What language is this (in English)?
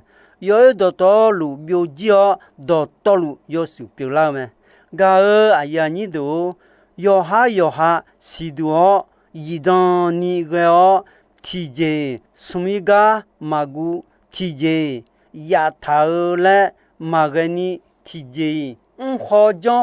Akha